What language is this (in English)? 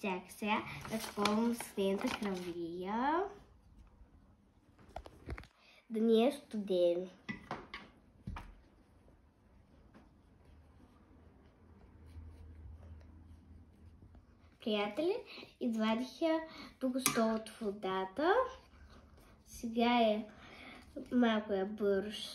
Bulgarian